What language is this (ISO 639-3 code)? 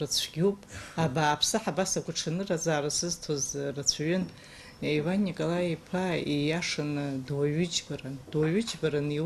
abk